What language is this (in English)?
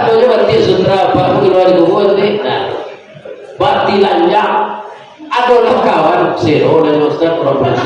Minangkabau